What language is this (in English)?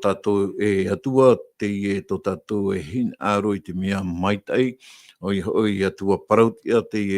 Tahitian